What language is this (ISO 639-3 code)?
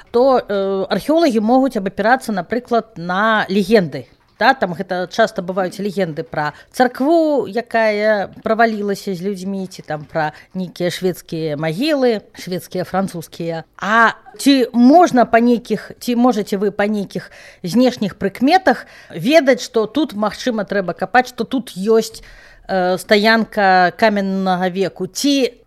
bel